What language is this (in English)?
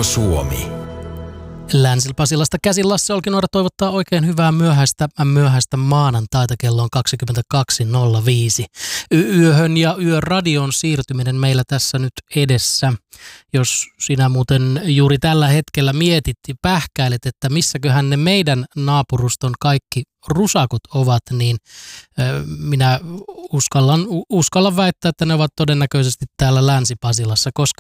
Finnish